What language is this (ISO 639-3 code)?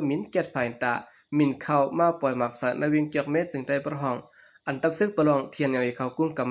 shn